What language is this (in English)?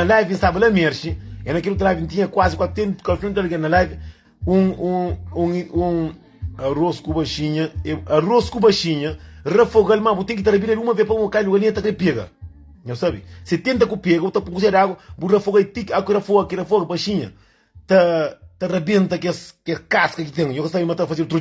Kabuverdianu